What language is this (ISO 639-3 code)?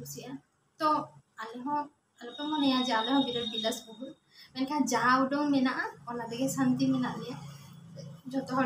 sat